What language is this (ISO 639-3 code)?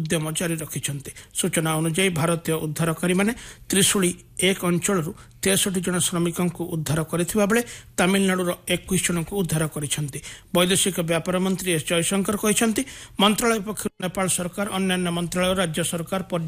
ori